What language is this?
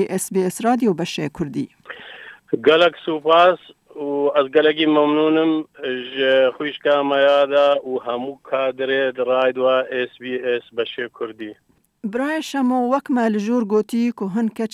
Kurdish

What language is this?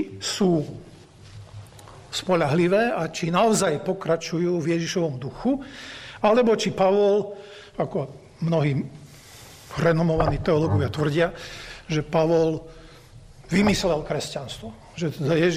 Slovak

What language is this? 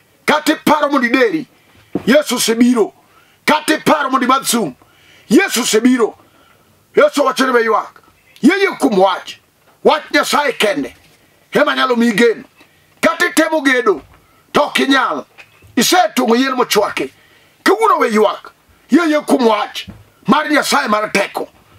Luo (Kenya and Tanzania)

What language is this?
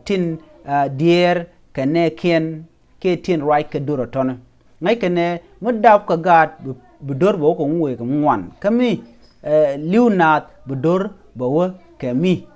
Nuer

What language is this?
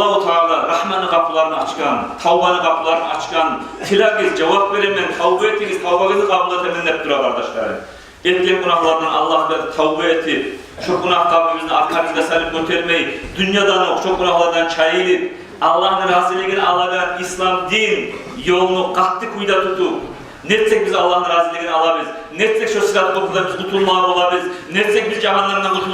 Kumyk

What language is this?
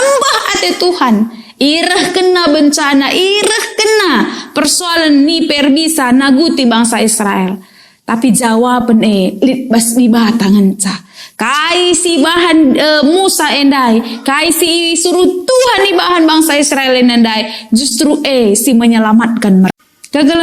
Batak Karo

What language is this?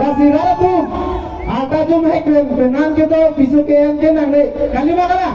Karbi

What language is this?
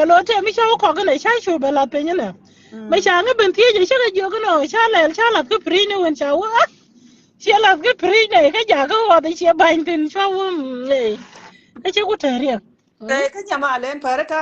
Nuer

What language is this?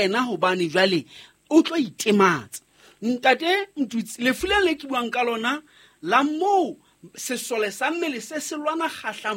Southern Sotho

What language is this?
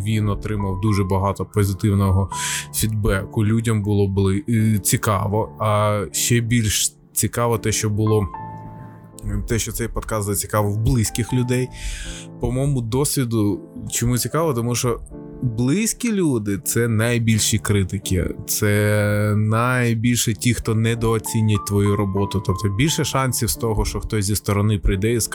Ukrainian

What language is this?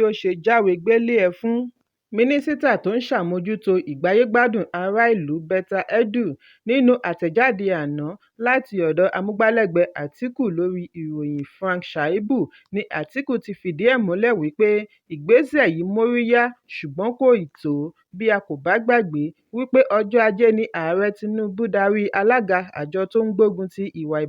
Yoruba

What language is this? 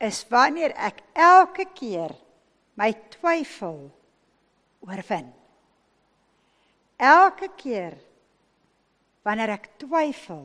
Afrikaans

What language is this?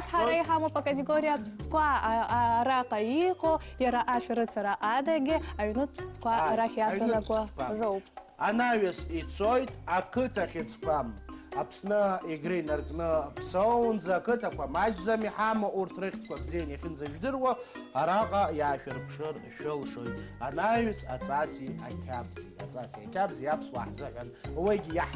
Abkhazian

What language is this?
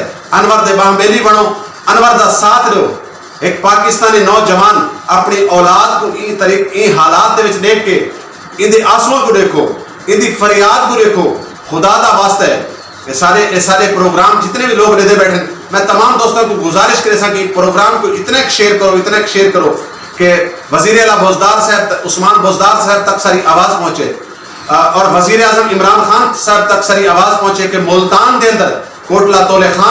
Saraiki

